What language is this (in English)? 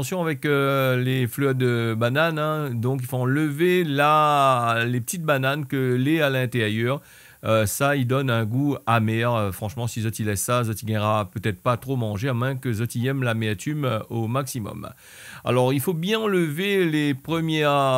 Réunion Creole French